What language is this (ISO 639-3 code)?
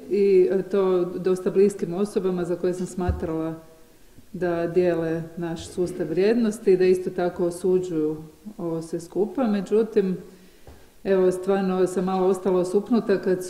hrv